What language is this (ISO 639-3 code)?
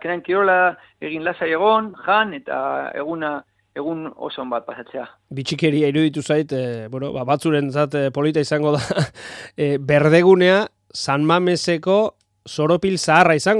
eus